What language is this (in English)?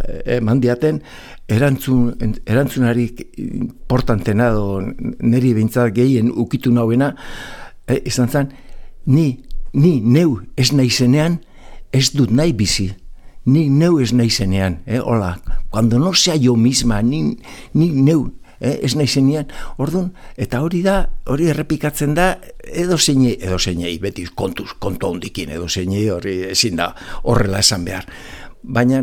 Basque